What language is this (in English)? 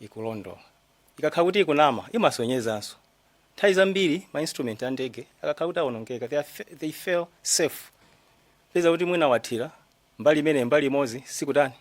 Nyanja